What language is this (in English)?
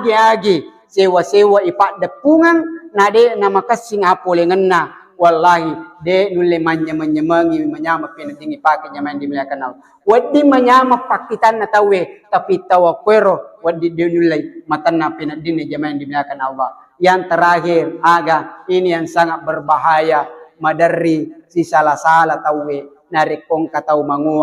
Buginese